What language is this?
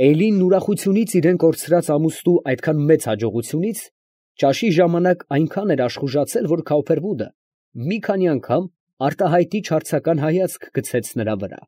Armenian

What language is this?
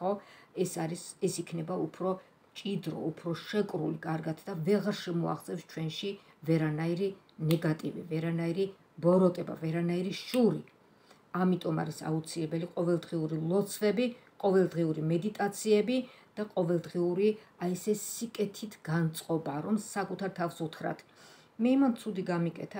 Georgian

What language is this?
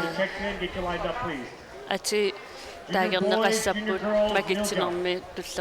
Kalaallisut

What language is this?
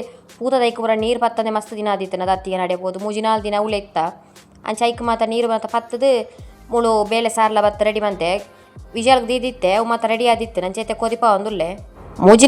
Tulu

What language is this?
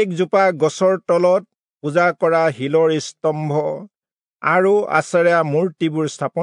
Assamese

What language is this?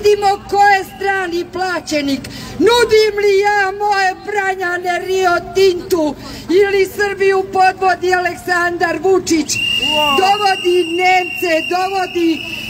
Serbian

